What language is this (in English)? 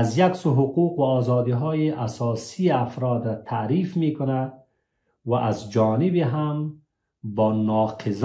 Persian